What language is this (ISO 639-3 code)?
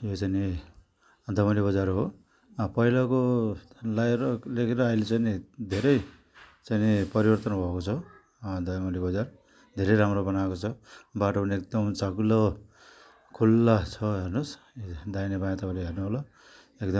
nep